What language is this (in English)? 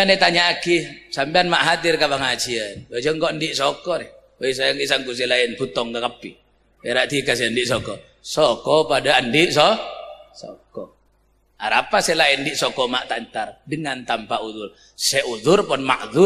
Madurese